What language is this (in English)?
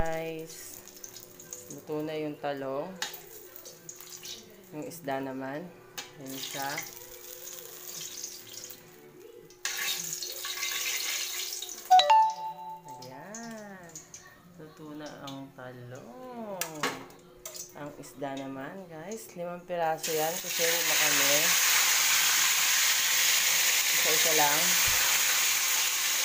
Filipino